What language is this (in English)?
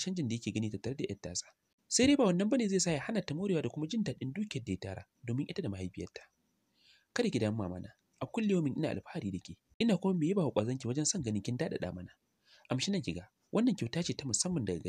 Hausa